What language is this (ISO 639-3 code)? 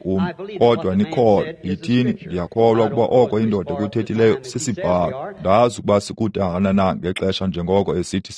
xho